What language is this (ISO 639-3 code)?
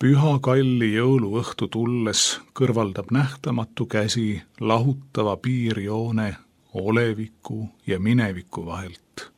est